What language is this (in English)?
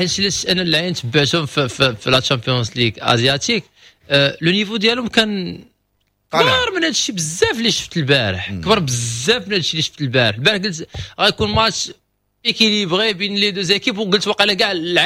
Moroccan Arabic